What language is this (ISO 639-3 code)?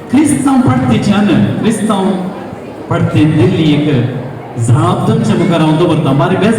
kok